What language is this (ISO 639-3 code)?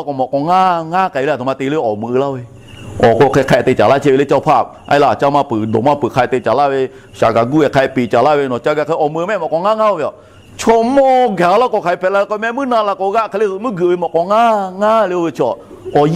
lhu